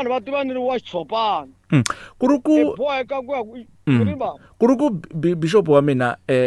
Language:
Tsonga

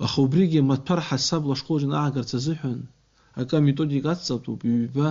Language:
Abkhazian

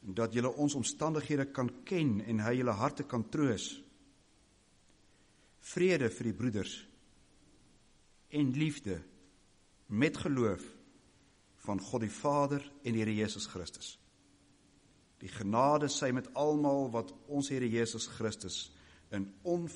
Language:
Afrikaans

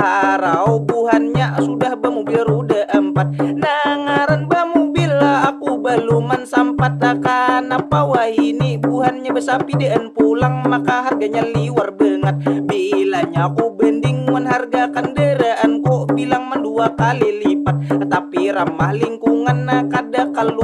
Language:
Banjar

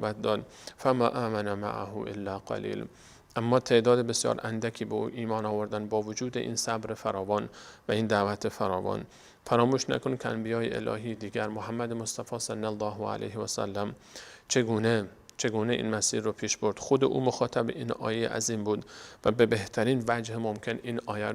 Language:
Persian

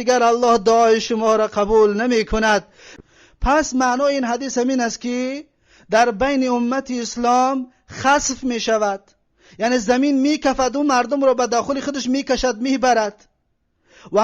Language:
Tajik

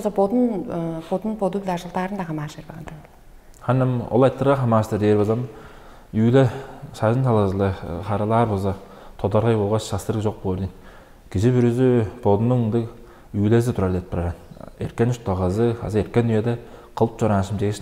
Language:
Tuvinian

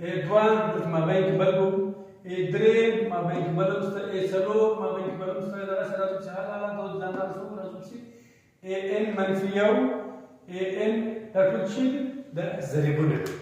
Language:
Pashto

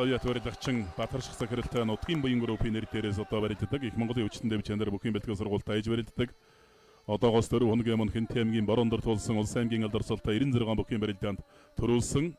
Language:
Mongolian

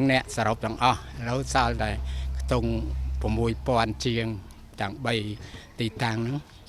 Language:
Khmer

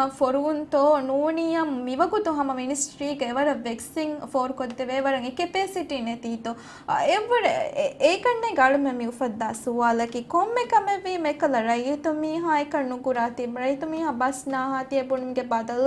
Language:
Divehi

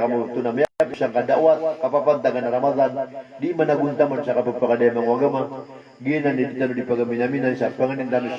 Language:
Maranao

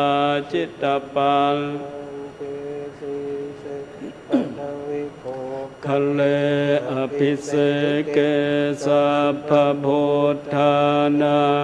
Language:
Pali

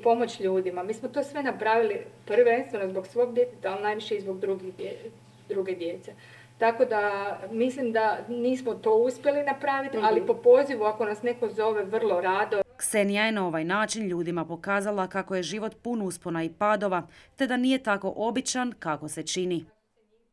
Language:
Croatian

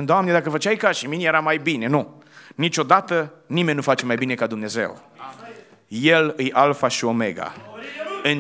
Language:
Romanian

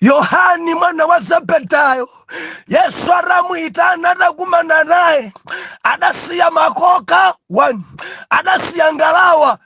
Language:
Nyanja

